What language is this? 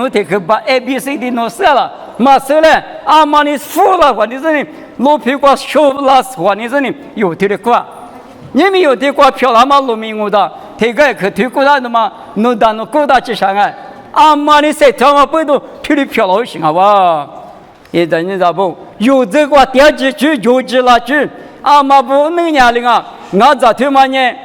Lisu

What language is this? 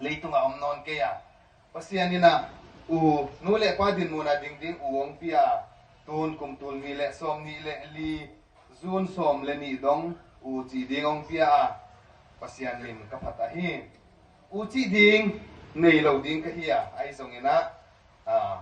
Tedim Chin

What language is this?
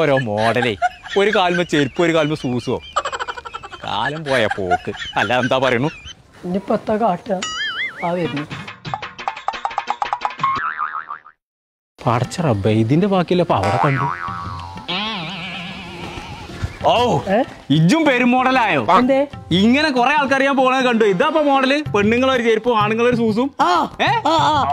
Malayalam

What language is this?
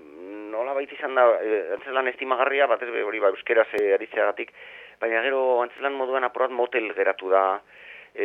Basque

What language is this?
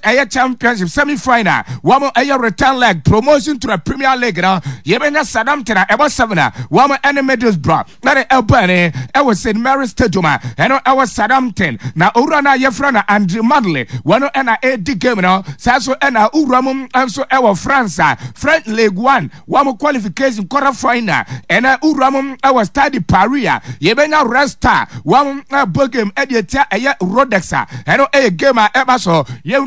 Akan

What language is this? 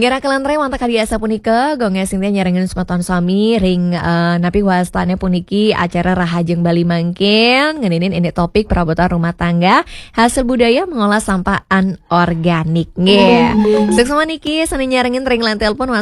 Balinese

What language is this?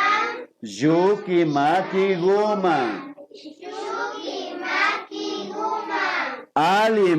Imbabura Highland Quichua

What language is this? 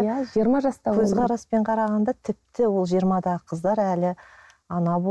Kazakh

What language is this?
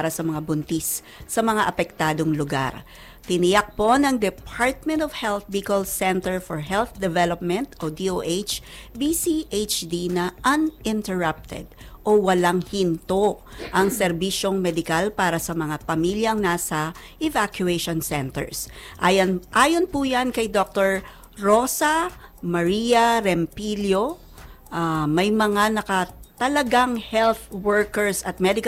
Filipino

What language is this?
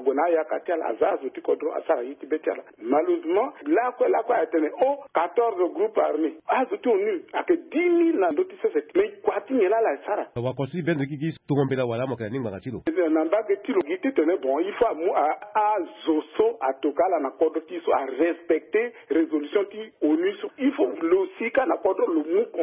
Sango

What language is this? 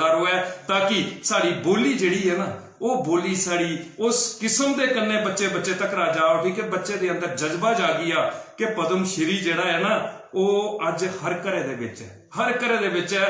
Dogri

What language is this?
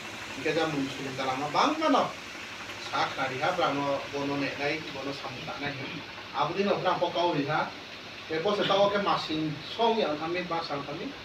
Kok Borok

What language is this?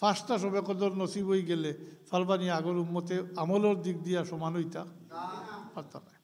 Sylheti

